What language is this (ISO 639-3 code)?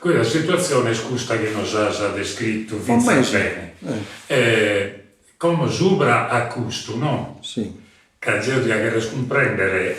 srd